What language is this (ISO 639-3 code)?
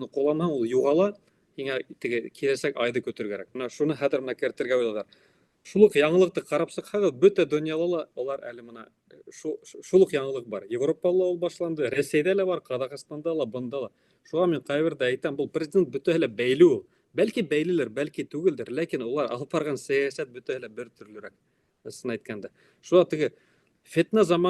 bak